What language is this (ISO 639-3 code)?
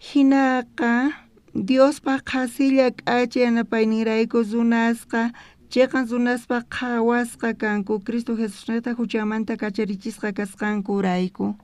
quh